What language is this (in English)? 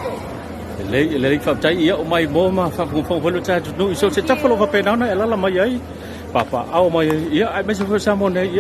Samoan